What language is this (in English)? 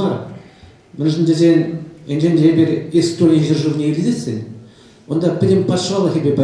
Chuvash